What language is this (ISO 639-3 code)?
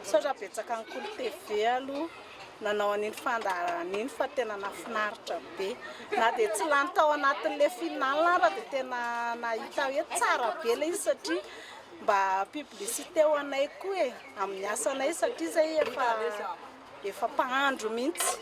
mlg